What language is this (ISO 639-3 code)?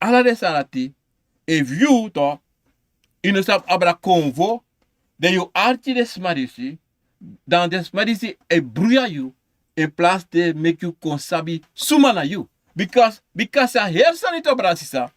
srn